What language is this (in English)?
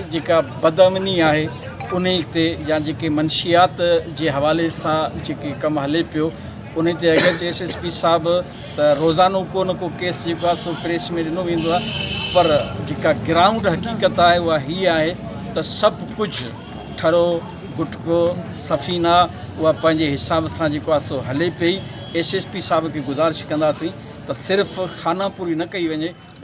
Sindhi